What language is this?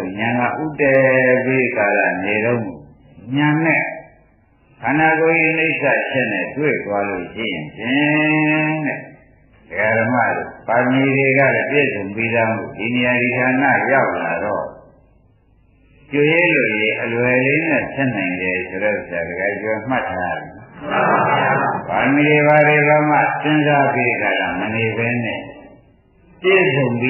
Burmese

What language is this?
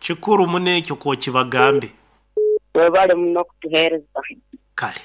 Nyankole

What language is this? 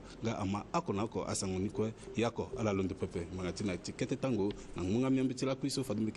Sango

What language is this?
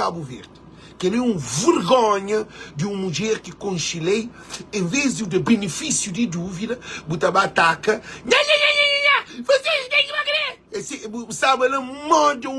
Kabuverdianu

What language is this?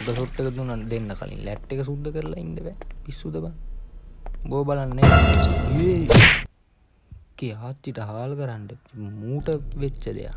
Sinhala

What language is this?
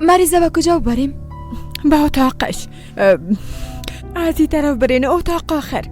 Persian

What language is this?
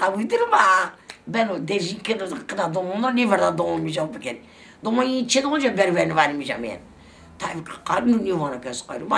Zaza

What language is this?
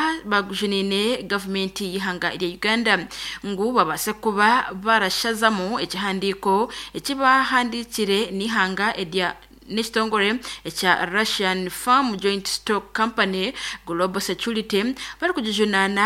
Nyankole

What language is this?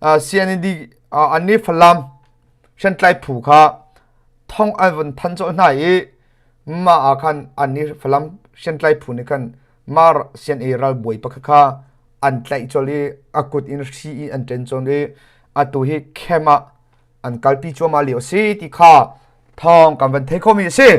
Hakha Chin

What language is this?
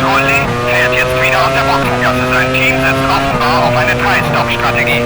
Bavarian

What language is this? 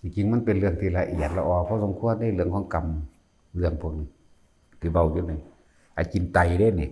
Northeastern Thai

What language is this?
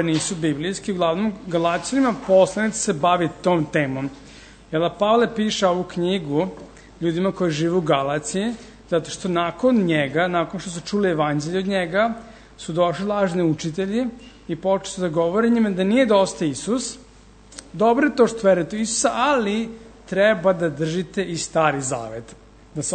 Serbian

